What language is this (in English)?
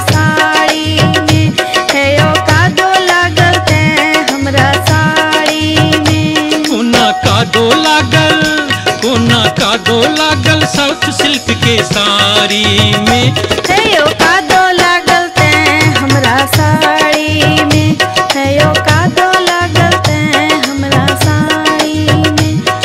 Maithili